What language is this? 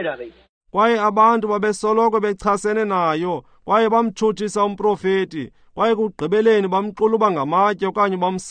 Xhosa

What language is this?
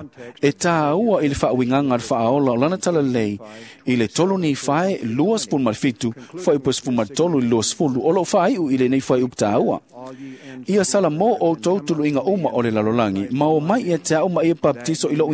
Samoan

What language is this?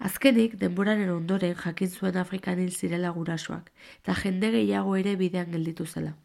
Basque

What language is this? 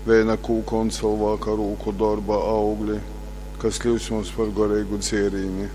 Latgalian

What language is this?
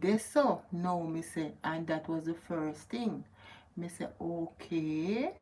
Jamaican Creole English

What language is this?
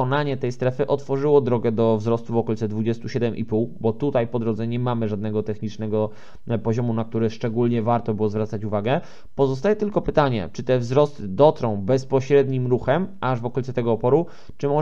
Polish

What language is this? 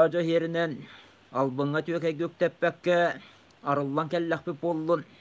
Yakut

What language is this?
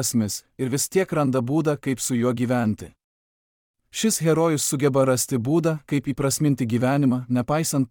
Lithuanian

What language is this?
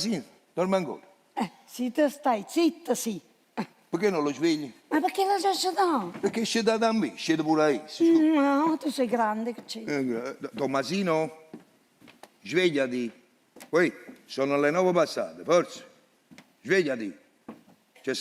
Neapolitan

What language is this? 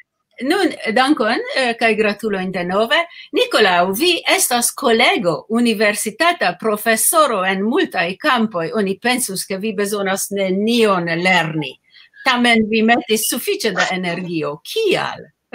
Esperanto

